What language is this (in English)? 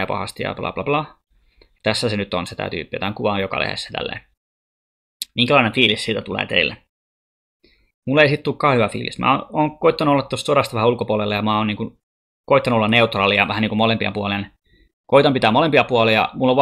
Finnish